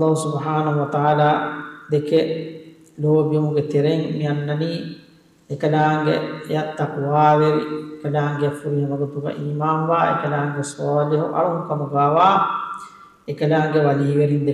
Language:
Divehi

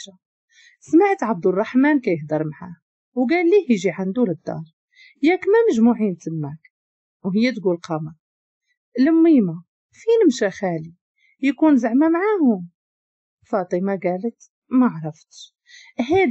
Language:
Moroccan Arabic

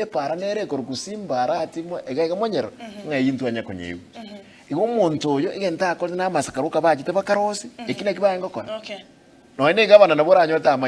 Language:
Gusii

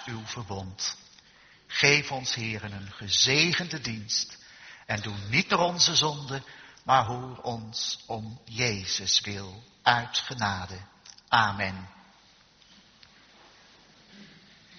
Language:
Dutch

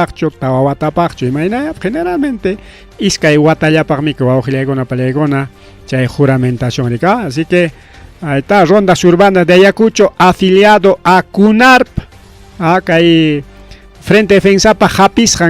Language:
Ayacucho Quechua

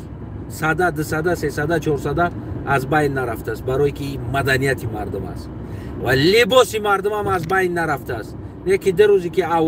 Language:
Tajik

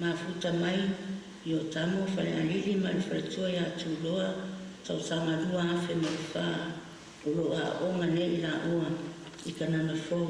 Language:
Samoan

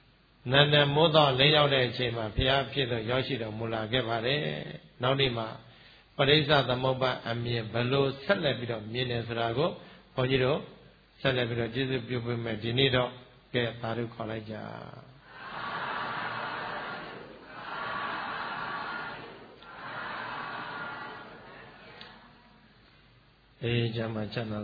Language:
Burmese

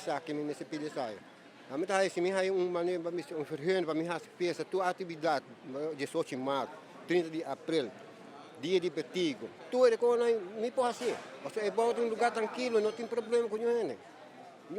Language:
Papiamento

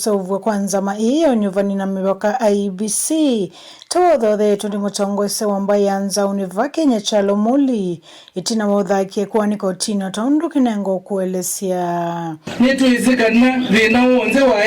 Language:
Kamba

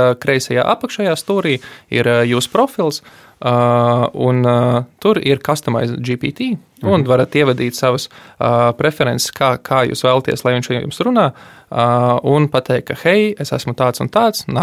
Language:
Latvian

